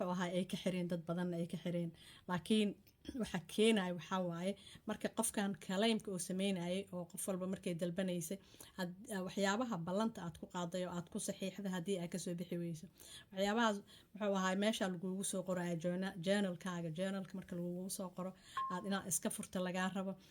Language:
Somali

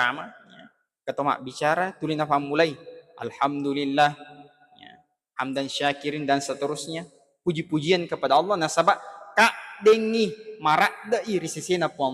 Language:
Buginese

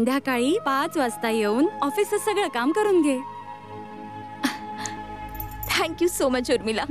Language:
Marathi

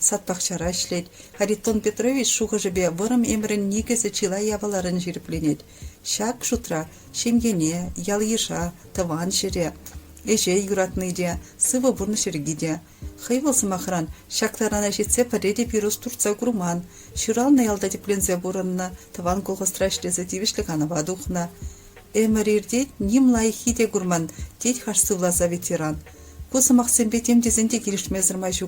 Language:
Chuvash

